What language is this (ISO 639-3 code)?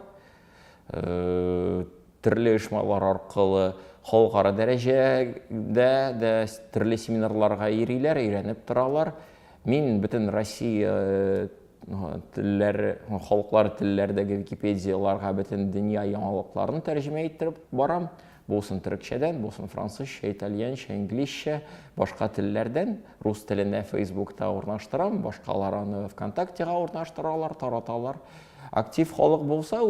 tat